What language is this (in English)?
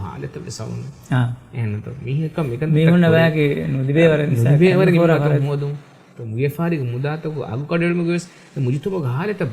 Divehi